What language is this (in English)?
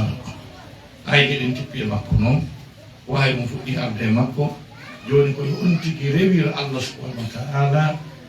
Fula